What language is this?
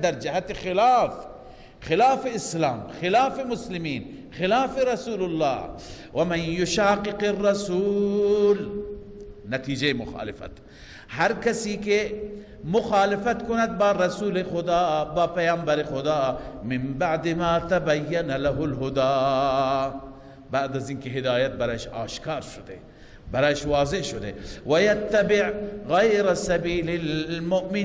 Persian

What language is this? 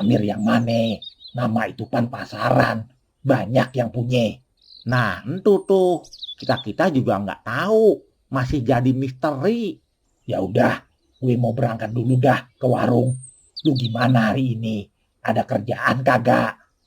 Betawi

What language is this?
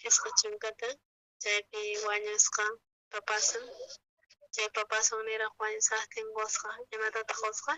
South Bolivian Quechua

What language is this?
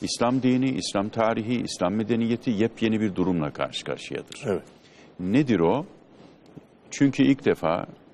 Turkish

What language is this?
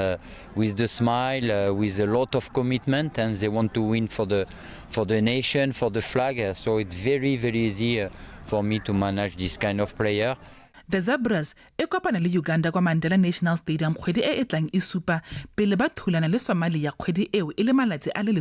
Tswana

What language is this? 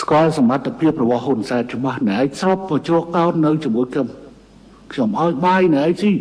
Khmer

